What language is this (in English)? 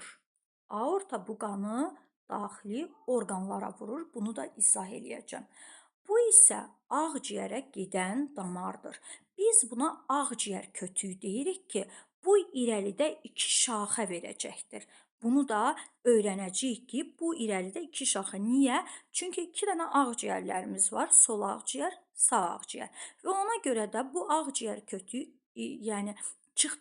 Azerbaijani